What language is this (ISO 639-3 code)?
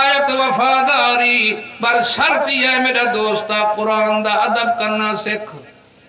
skr